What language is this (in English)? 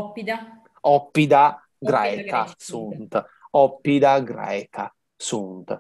Latin